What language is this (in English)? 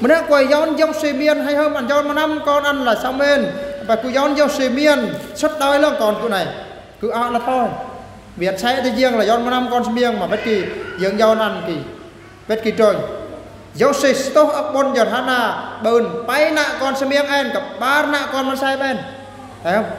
Eastern Bru